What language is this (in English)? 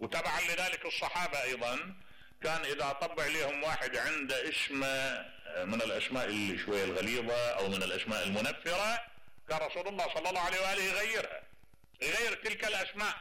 Mesopotamian Arabic